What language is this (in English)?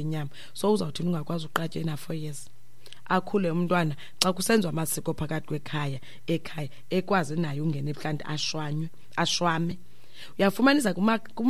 Xhosa